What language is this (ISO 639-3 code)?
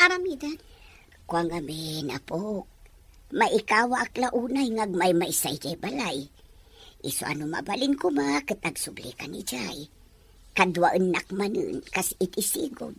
ilo